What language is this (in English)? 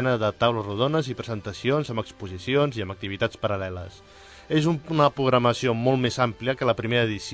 Catalan